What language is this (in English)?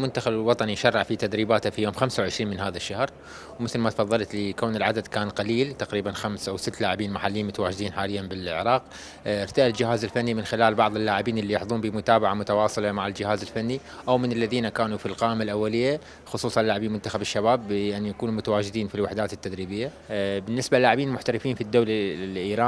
Mesopotamian Arabic